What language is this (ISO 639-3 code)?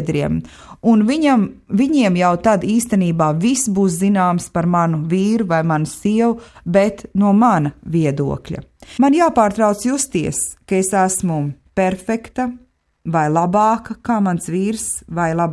lav